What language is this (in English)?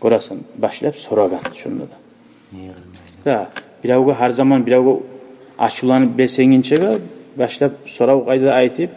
Kumyk